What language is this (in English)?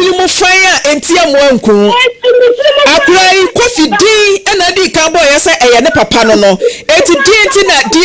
Akan